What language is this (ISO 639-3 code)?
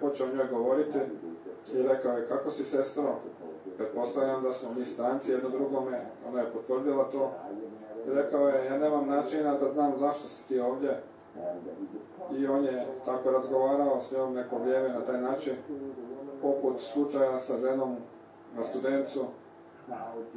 hrv